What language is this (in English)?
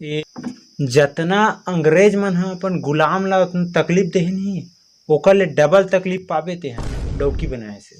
Chhattisgarhi